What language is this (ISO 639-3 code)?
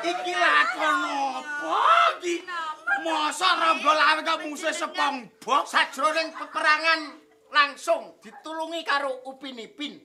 jav